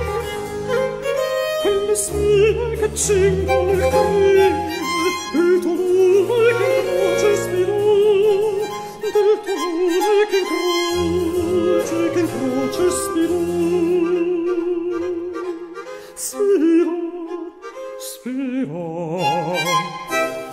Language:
Italian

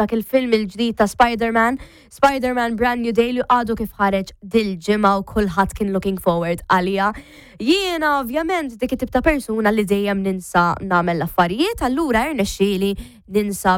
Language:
Maltese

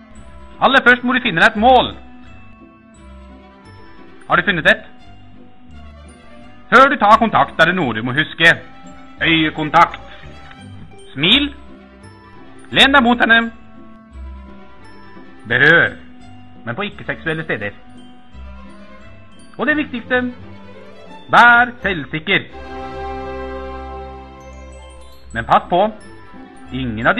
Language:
Norwegian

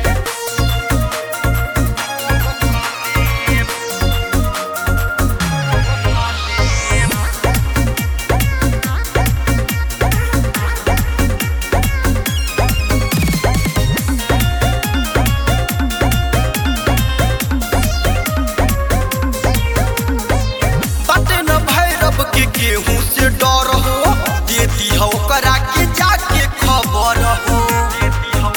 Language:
Bhojpuri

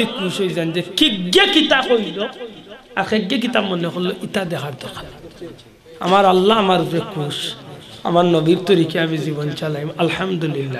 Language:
Sylheti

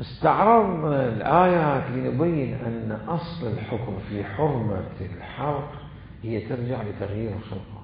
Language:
Mesopotamian Arabic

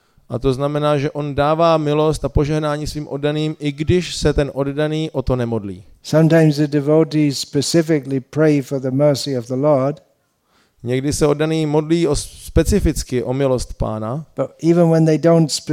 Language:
Czech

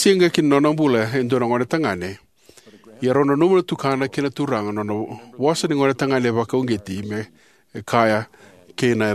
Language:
Fijian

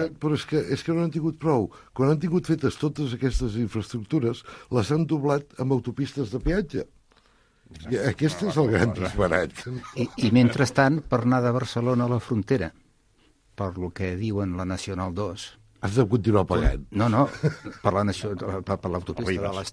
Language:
Catalan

